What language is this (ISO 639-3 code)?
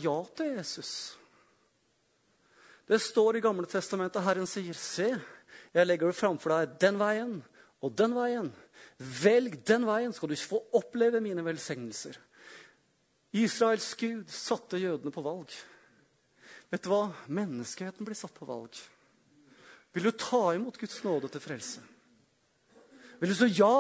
nor